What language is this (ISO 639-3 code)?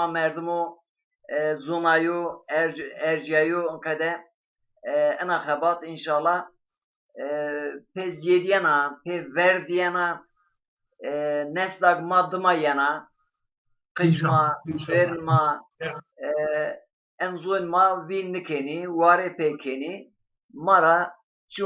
zza